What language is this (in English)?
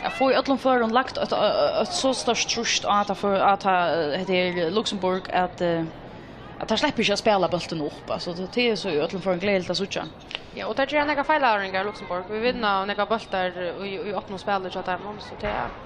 Faroese